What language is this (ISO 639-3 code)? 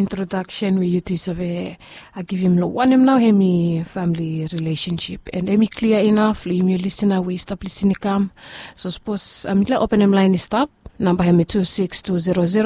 bis